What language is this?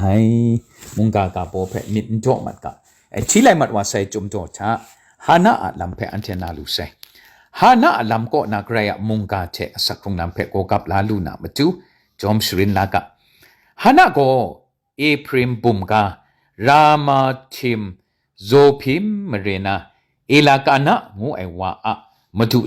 Kachin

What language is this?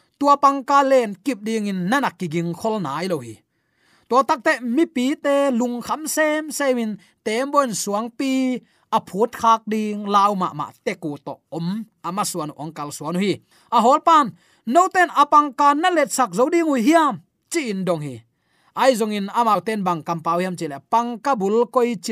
Tedim Chin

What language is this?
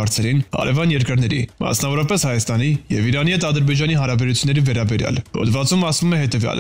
Armenian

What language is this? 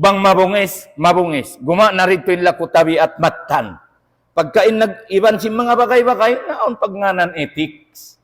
Tausug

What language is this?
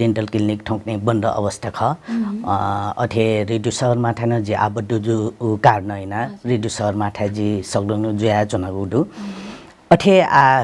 Newari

